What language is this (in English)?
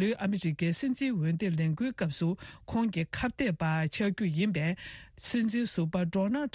Tibetan